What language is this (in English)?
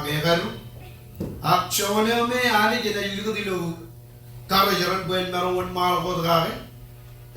Marshallese